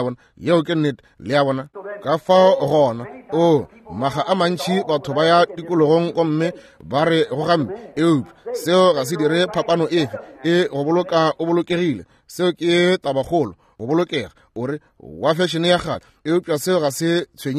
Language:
Northern Sotho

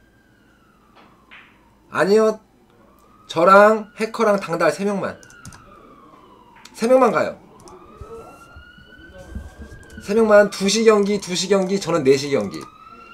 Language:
Korean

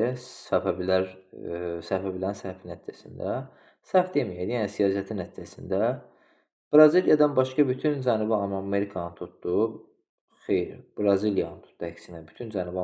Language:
Azerbaijani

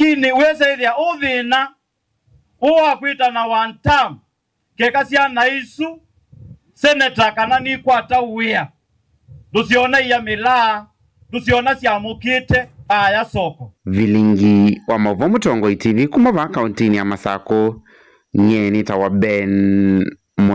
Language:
Kamba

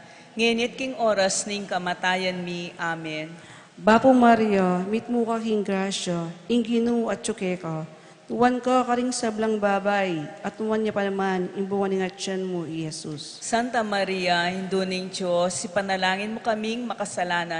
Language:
Pampanga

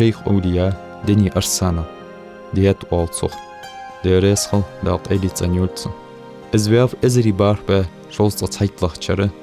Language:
Ingush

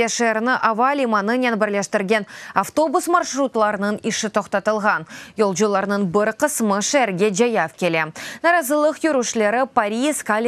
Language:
Crimean Tatar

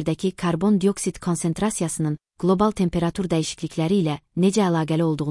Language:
Azerbaijani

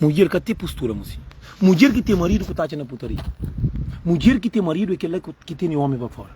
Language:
Kabuverdianu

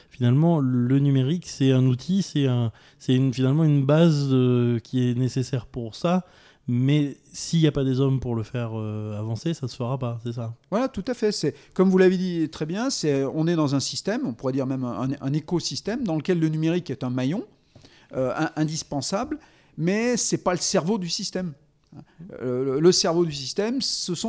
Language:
French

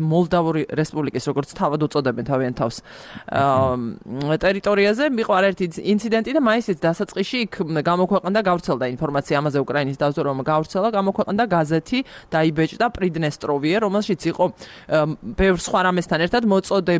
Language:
Georgian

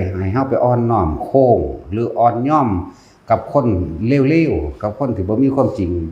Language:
Northeastern Thai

